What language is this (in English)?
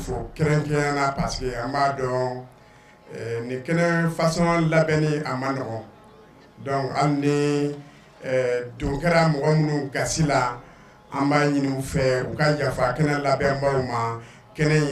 Bambara